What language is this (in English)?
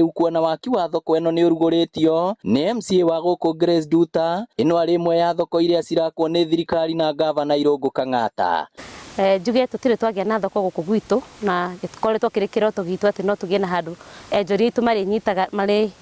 Kikuyu